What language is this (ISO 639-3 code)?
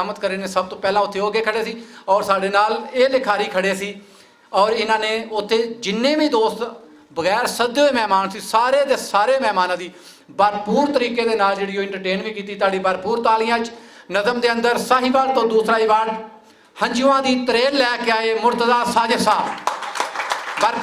lah